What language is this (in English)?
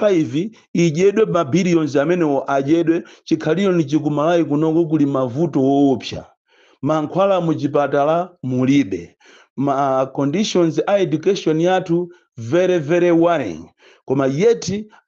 Nyanja